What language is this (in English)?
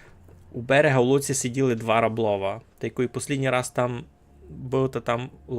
Rusyn